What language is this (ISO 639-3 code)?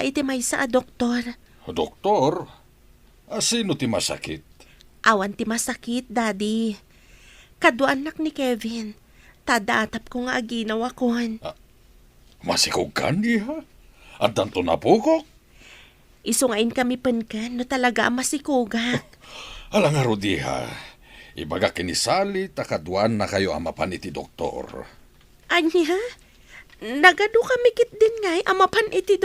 ilo